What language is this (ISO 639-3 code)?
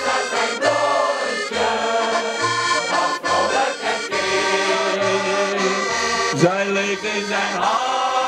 nld